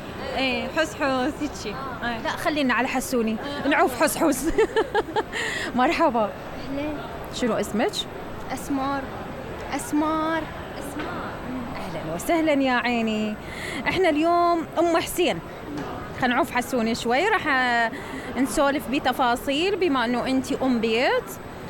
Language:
Mesopotamian Arabic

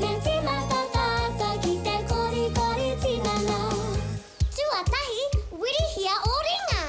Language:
Māori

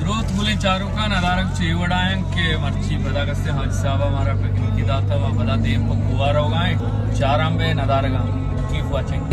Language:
Baluchi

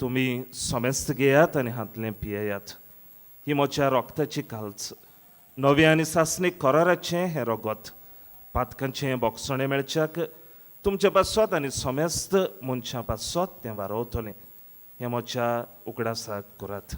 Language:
Konkani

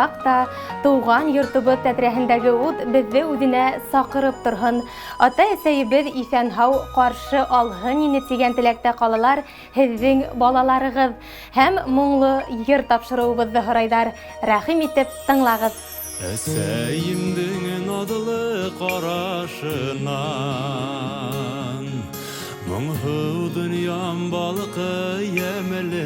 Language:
Bashkir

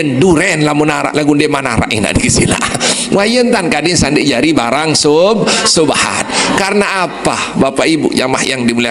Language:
Sasak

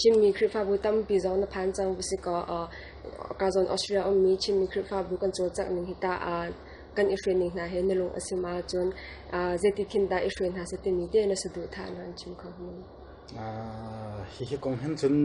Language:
Hakha Chin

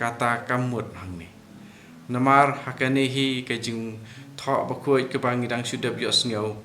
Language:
Khasi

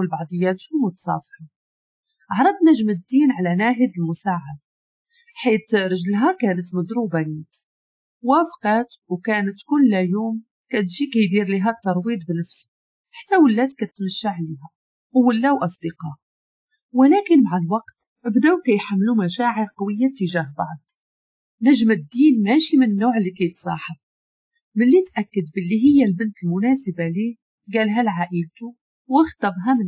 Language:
Moroccan Arabic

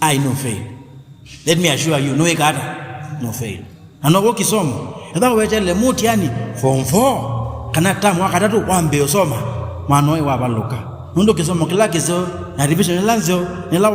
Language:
Kamba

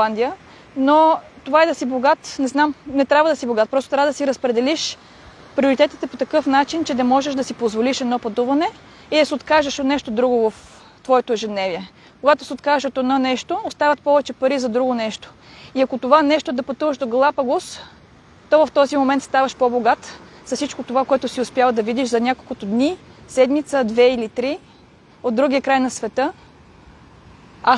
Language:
Bulgarian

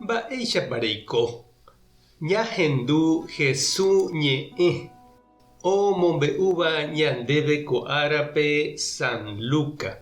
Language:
Guarani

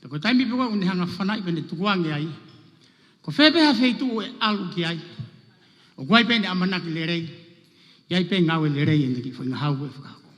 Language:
Tongan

